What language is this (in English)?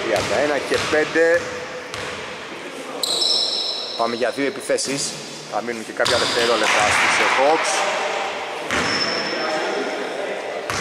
Greek